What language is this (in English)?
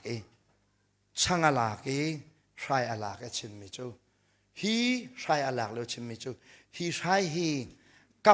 Hakha Chin